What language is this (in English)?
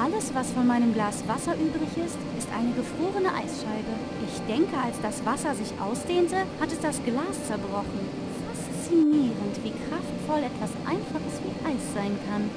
Bavarian